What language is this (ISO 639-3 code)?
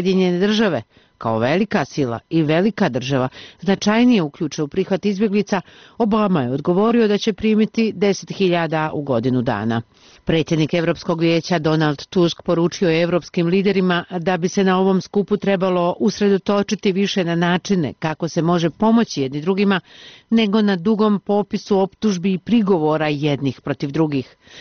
bos